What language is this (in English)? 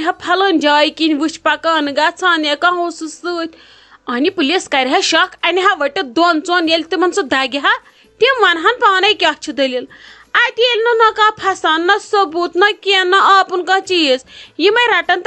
Kashmiri